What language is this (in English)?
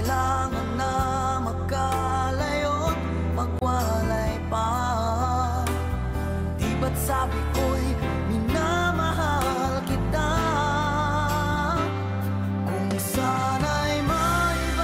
Filipino